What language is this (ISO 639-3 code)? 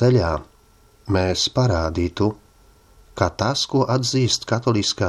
lav